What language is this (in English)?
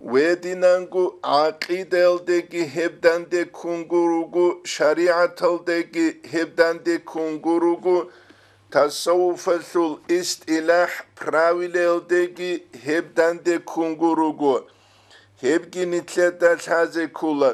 Avaric